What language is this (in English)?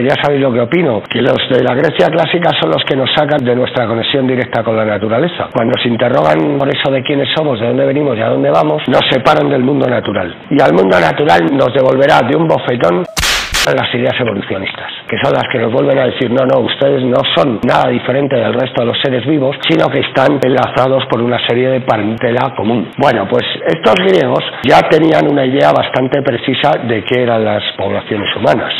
Spanish